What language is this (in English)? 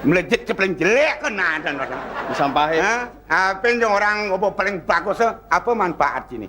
Balinese